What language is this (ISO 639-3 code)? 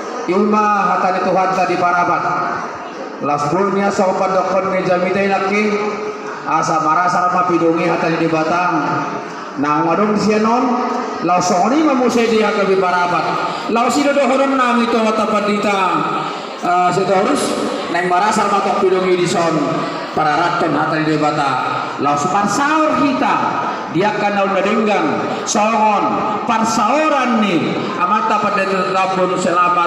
bbc